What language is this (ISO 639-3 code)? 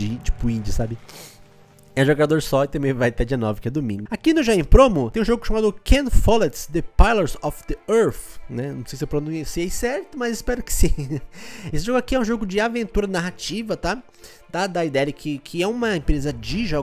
por